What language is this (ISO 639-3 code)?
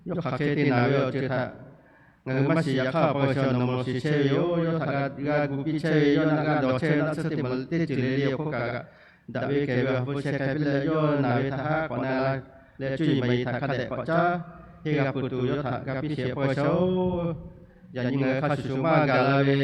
lhu